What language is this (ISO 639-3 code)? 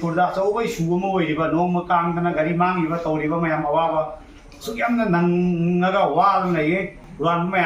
mni